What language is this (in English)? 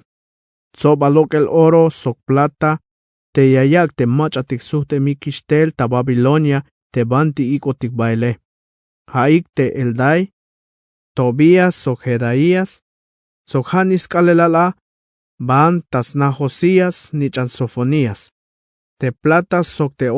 Tzeltal